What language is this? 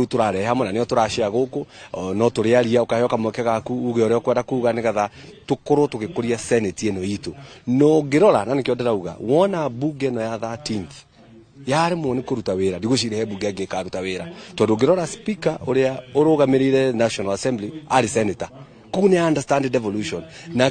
Kikuyu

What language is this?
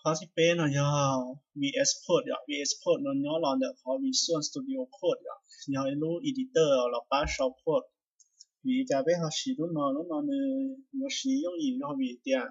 Hmong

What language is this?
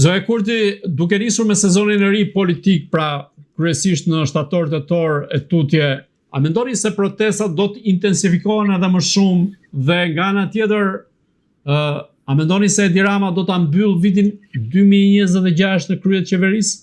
Albanian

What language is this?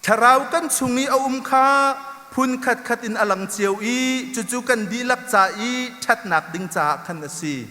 Hakha Chin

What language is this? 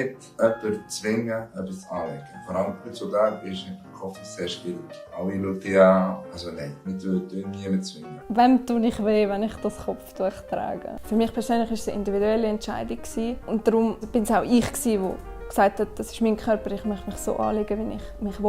Swiss German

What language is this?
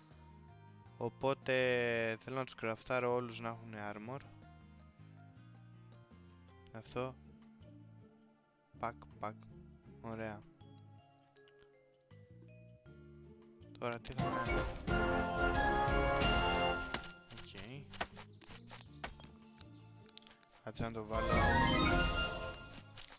Greek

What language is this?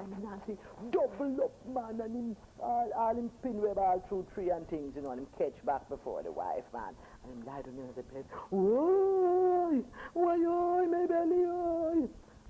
Jamaican Creole English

